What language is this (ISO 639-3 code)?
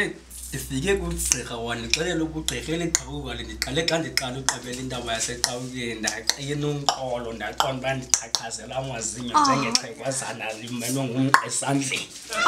xho